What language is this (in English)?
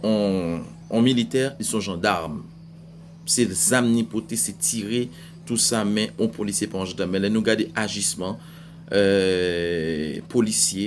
Haitian Creole